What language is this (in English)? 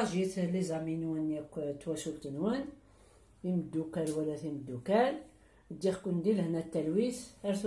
Kabyle